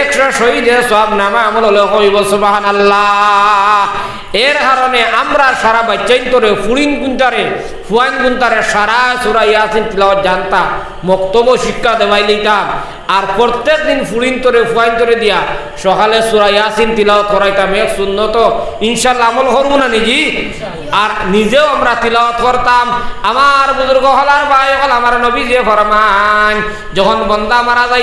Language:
Sylheti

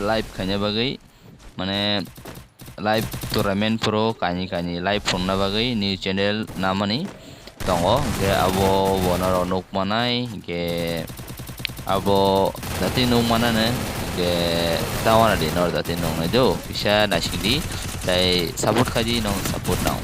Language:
Kok Borok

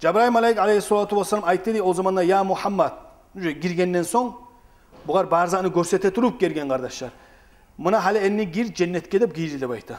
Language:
Kumyk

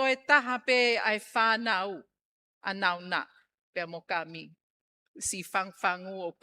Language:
Tongan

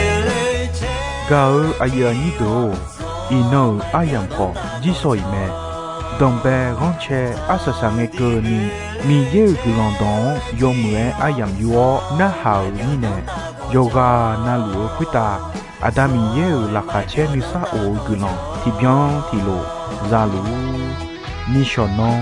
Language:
Akha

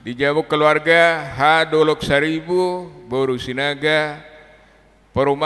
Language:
Batak Toba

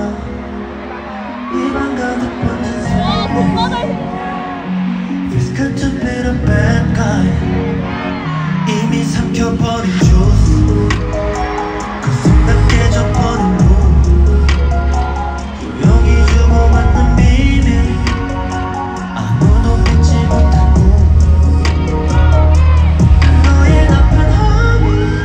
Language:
Korean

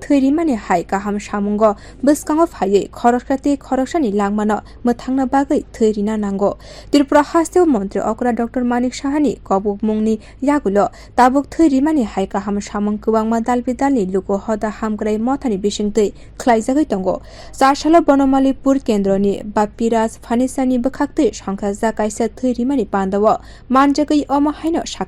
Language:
Kok Borok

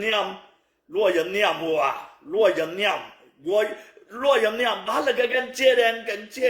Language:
Nuer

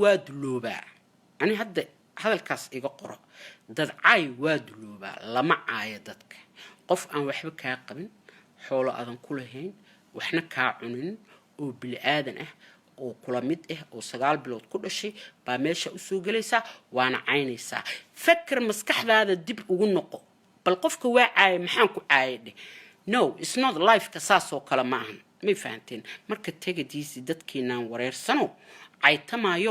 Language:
Somali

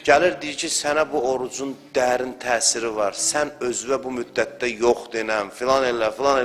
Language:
Azerbaijani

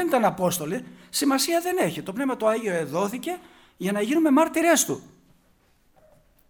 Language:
Greek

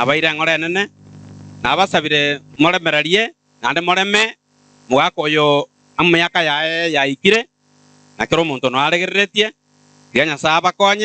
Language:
Gusii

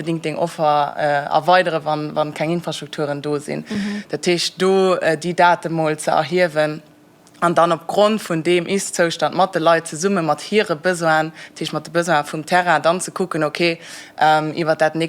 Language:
Luxembourgish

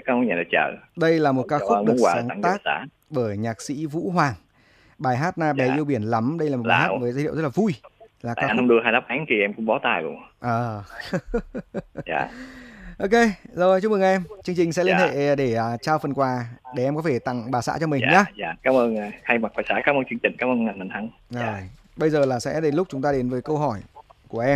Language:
Vietnamese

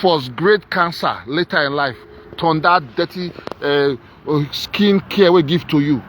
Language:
Nigerian Pidgin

